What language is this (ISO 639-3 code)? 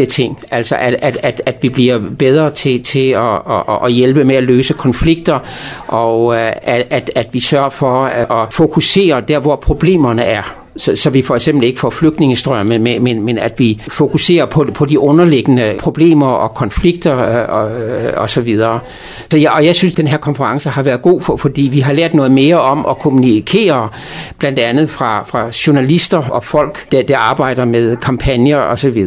dan